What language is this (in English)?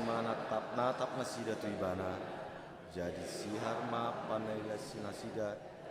Batak Toba